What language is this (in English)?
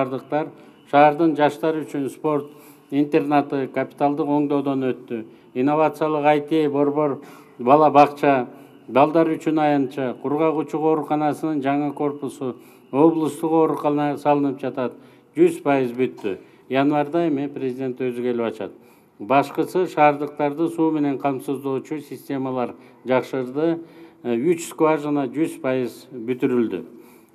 Kyrgyz